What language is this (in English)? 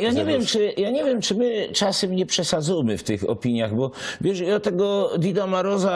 Silesian